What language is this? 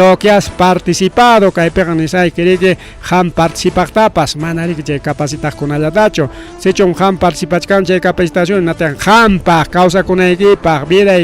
Ayacucho Quechua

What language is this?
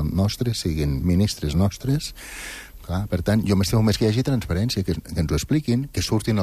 Catalan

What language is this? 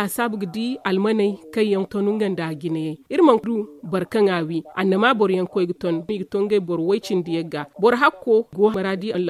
Zarma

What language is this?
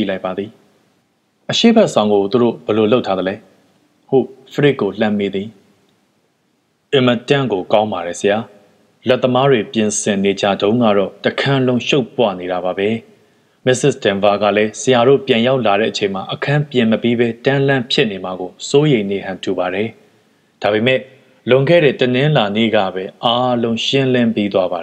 Burmese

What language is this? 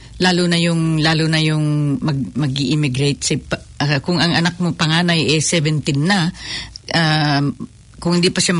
Filipino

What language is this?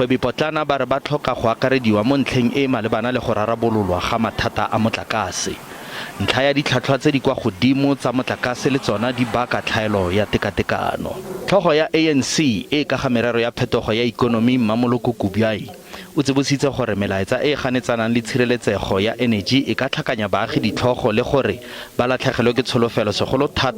Tswana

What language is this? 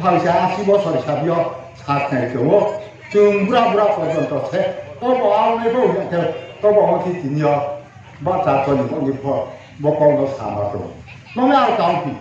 Riang (India)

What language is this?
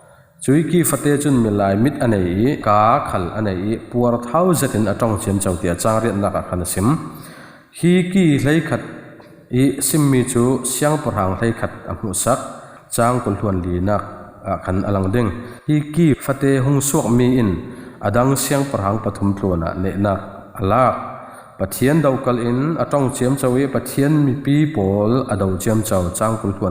Falam Chin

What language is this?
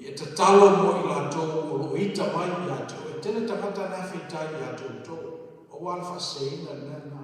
Samoan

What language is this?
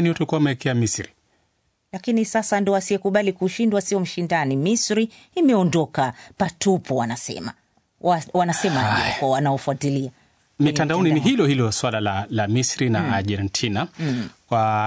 Swahili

